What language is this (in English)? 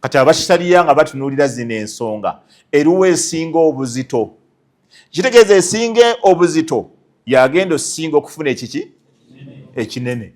Ganda